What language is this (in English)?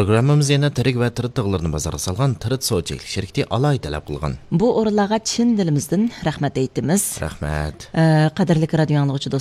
Uyghur